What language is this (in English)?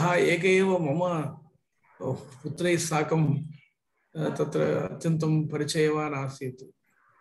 Sanskrit